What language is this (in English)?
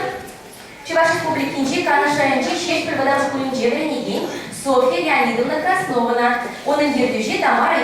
Chuvash